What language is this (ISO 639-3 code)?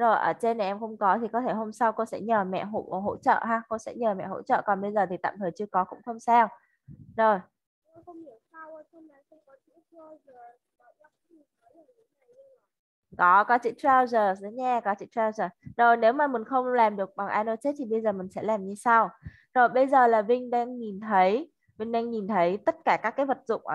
vie